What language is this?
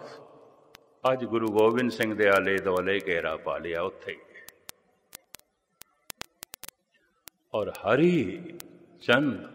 Punjabi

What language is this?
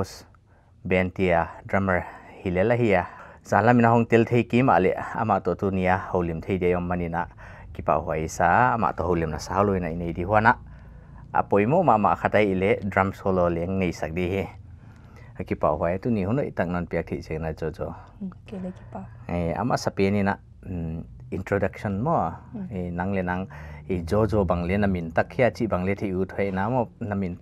Paite Chin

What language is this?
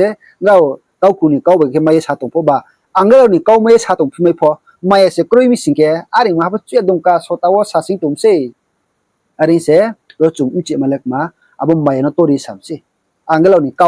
Riang (India)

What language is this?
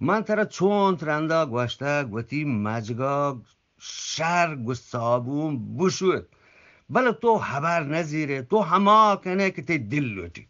Eastern Balochi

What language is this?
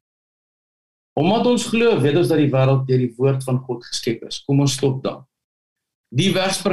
Afrikaans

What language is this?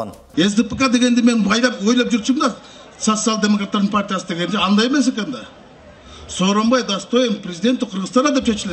Kyrgyz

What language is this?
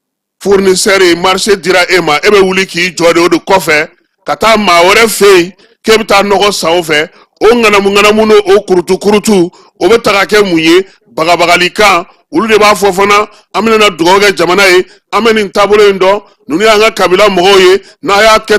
Bambara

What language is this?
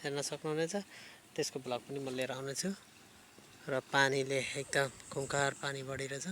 Nepali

